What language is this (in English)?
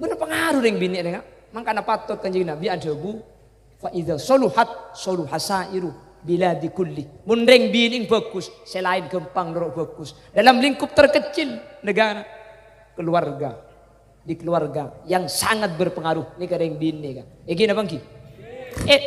Madurese